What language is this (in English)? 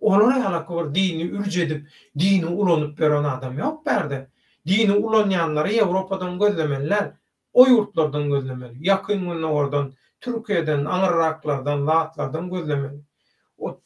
Turkmen